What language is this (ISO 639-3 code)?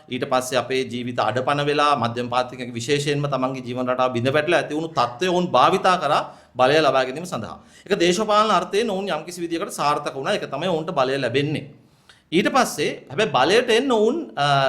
sin